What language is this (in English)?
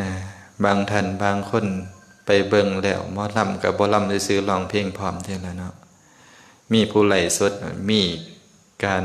Lao